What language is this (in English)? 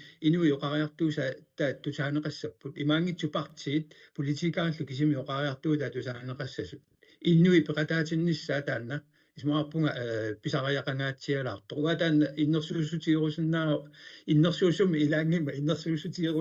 Kalaallisut